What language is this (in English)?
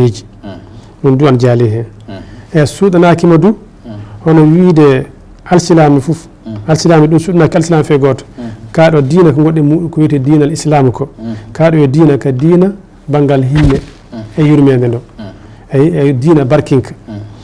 Fula